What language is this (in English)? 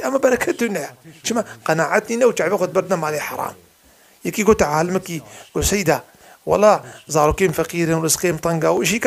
Kurdish